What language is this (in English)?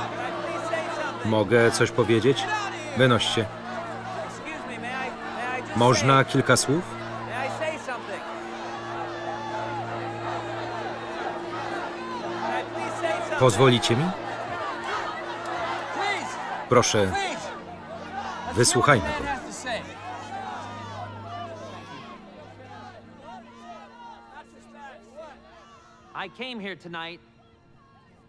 Polish